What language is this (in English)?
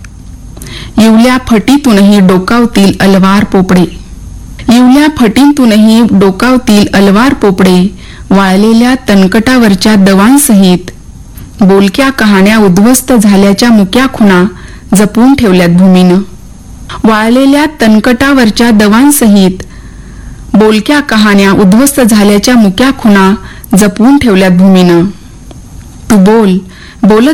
Marathi